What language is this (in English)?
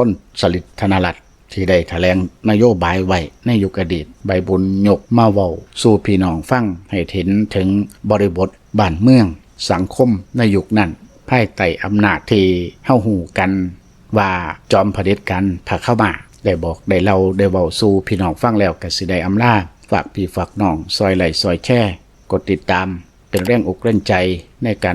Lao